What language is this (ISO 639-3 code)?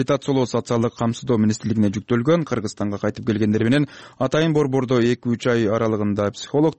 kir